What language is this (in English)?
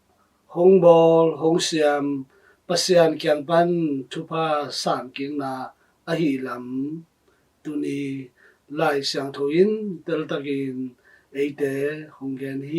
Tedim Chin